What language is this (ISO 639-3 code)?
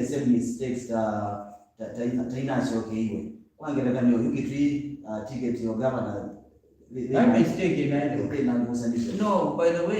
kam